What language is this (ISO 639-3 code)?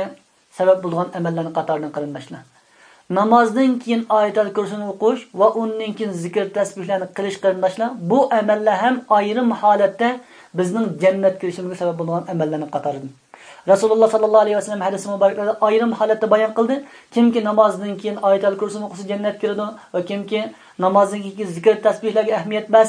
uig